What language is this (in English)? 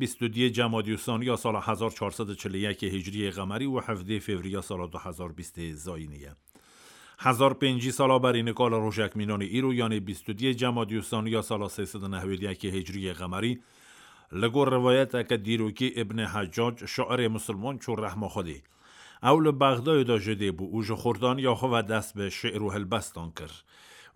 Kurdish